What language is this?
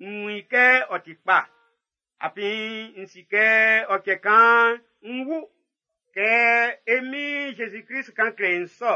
Baoulé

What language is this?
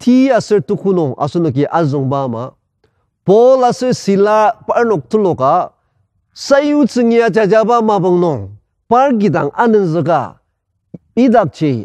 Ao Naga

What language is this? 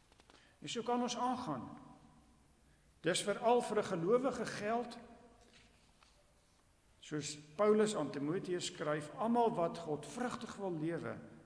Afrikaans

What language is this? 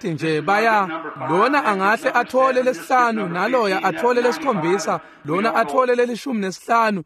Swati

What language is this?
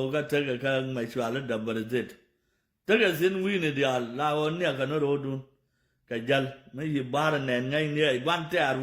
Nuer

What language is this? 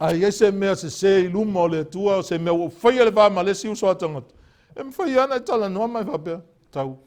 Samoan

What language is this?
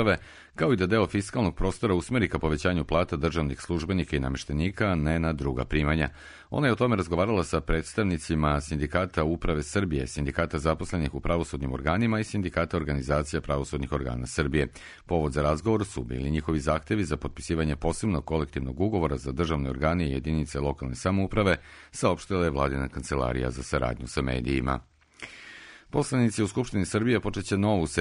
Serbian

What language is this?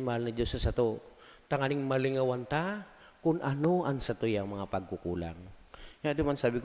Bikol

